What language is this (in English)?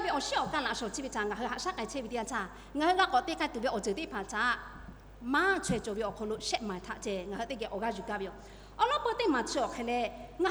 Lahu